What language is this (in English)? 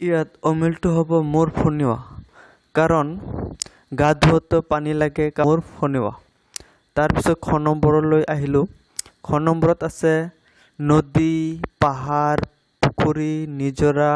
Assamese